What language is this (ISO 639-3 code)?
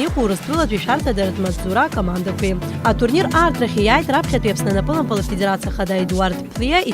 abk